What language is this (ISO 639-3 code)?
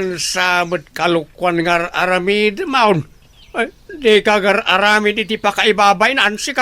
ilo